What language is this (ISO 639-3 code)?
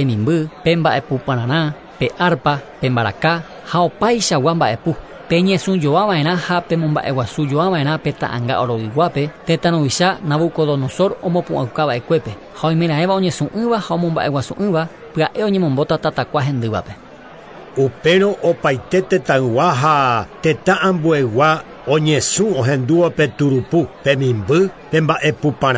grn